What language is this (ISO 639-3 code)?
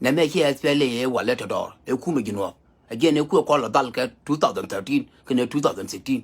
nus